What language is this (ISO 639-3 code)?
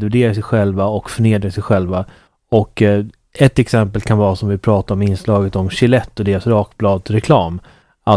swe